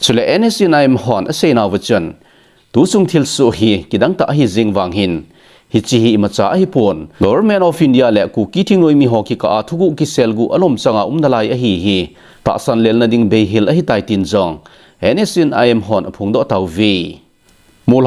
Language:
Thado Chin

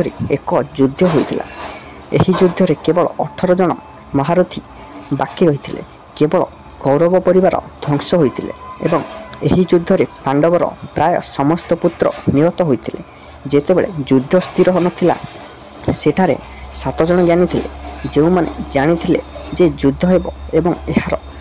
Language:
Odia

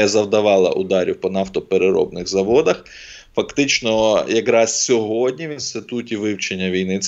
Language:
Ukrainian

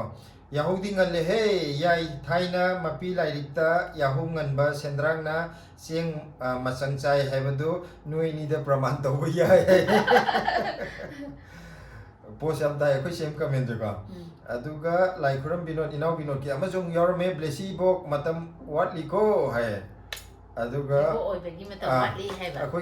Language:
Manipuri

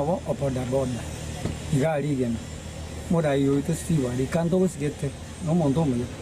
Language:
Gusii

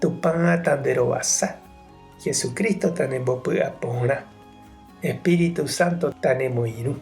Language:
Guarani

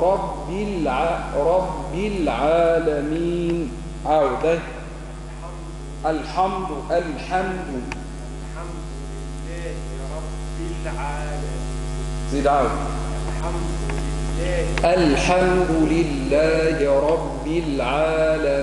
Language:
Arabic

